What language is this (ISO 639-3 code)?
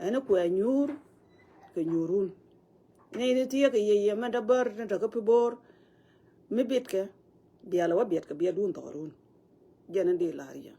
nus